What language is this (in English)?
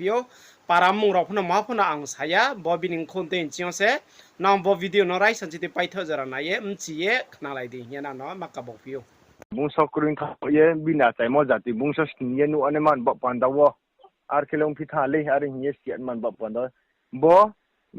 Riang (India)